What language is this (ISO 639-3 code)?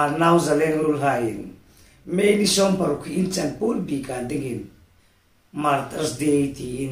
hmr